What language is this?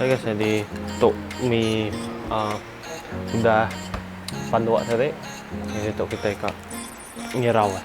Iban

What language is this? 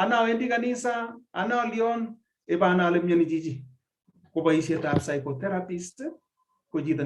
Kalenjin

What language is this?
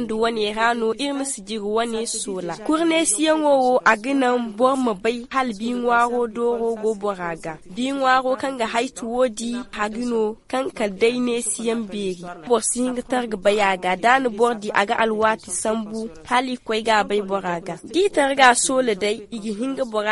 Zarma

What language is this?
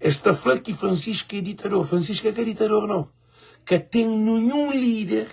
Kabuverdianu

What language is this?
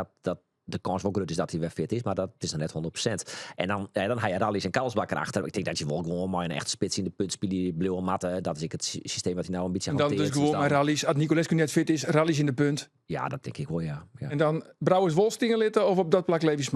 Western Frisian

